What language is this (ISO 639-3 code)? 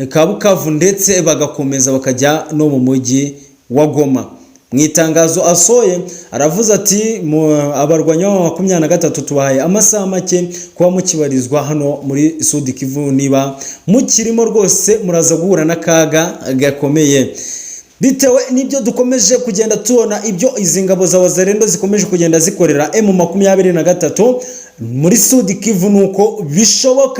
kin